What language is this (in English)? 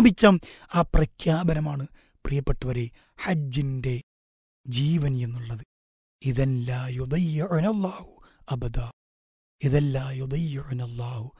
Malayalam